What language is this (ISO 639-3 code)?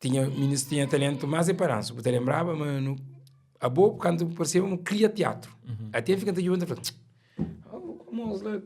kea